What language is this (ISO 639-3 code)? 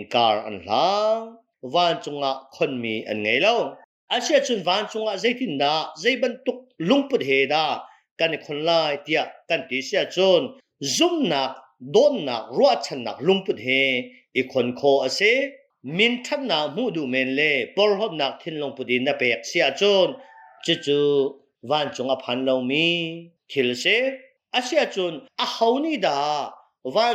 cnh